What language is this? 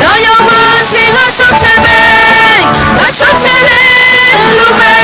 Akha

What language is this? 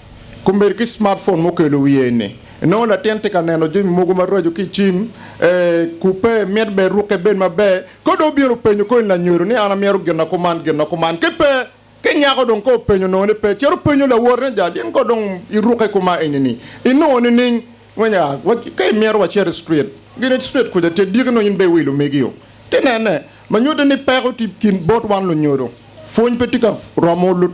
Acoli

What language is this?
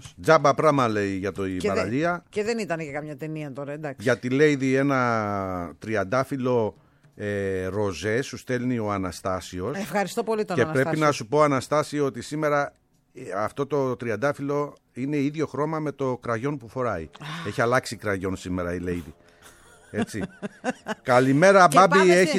Greek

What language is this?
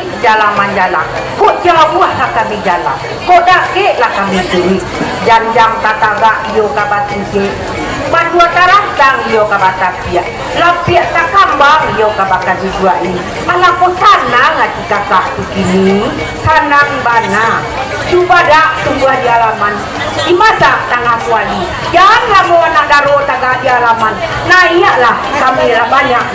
Minangkabau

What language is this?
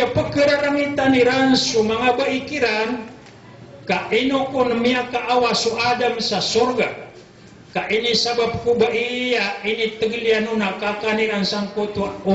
Maranao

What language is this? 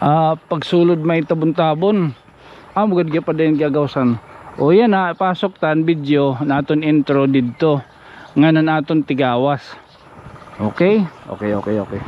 Waray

